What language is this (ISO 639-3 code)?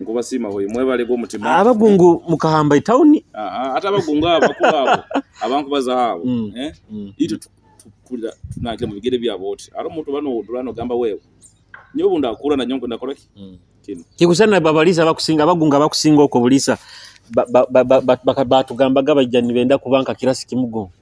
nyo